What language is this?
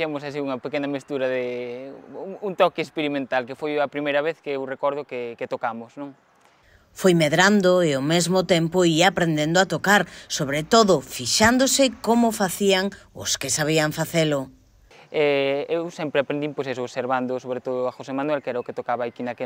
Galician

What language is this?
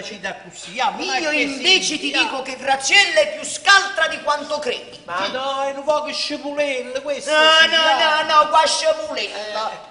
Neapolitan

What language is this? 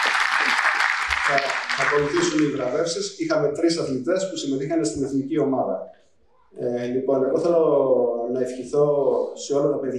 Greek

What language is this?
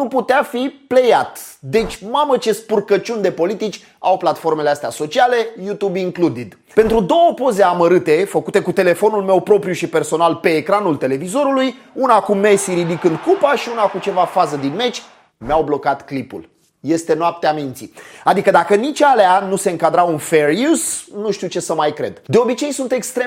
Romanian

